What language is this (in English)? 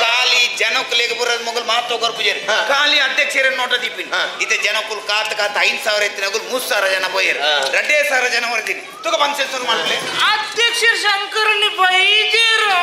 Tulu